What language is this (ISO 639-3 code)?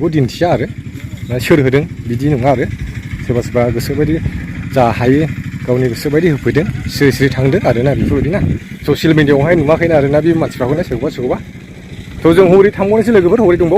brx